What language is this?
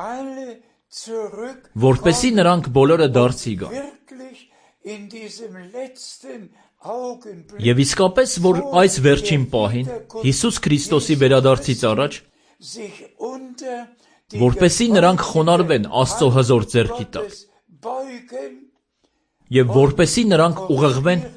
Armenian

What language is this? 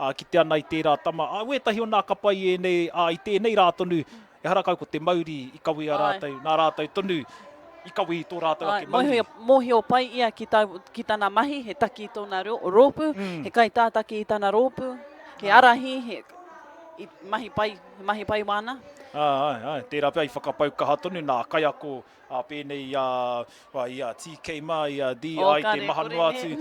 Māori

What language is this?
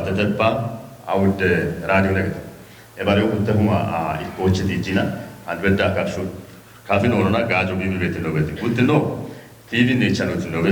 Kafa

